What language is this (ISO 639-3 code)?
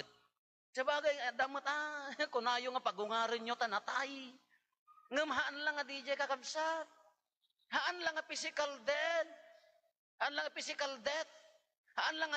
ilo